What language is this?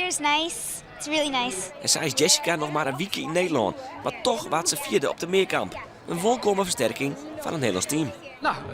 Western Frisian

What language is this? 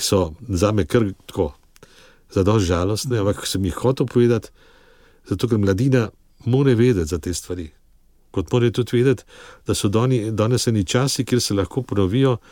Slovenian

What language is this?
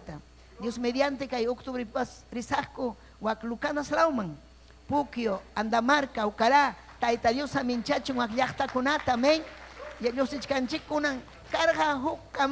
Ayacucho Quechua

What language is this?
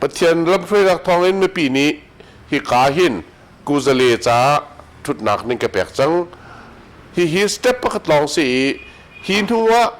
Hakha Chin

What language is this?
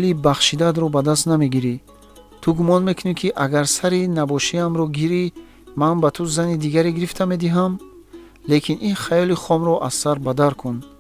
Tajik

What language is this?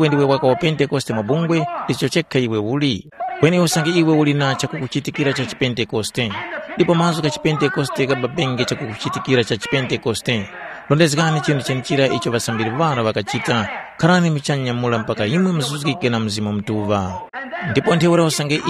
Tumbuka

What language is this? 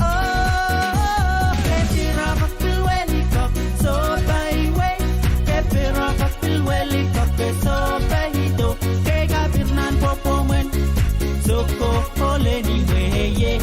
Pohnpeian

